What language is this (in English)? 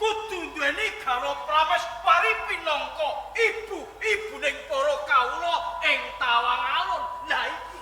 Javanese